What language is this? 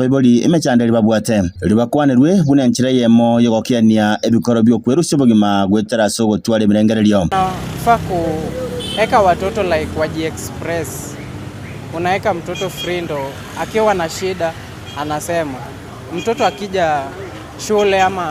Gusii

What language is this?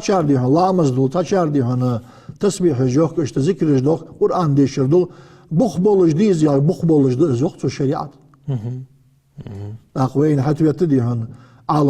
Ingush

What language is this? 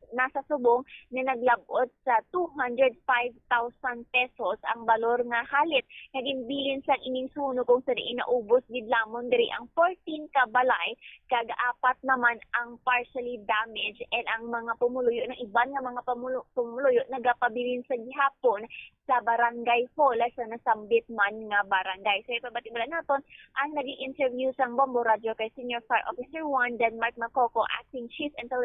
Hiligaynon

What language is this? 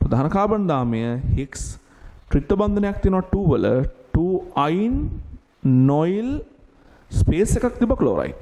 Sinhala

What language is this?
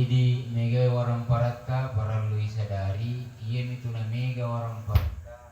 Buginese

